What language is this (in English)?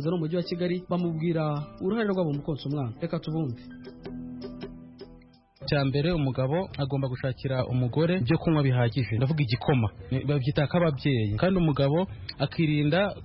Kinyarwanda